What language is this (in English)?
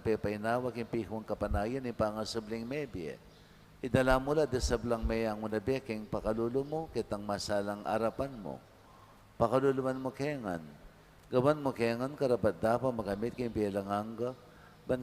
Pampanga